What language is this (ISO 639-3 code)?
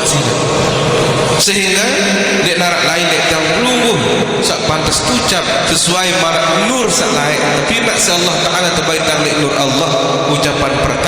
sas